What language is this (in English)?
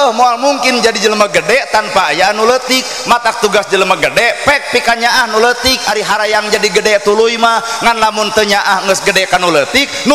Sundanese